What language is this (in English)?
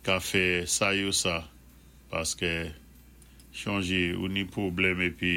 Saint Lucian Creole French